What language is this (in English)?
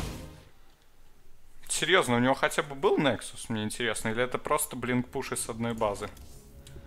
Russian